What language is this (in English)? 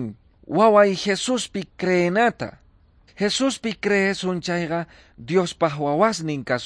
Quechua